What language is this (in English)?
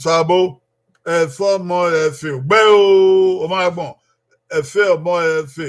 Bini